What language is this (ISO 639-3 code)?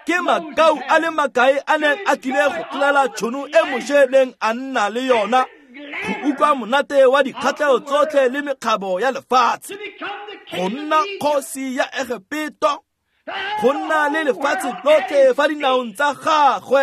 tsn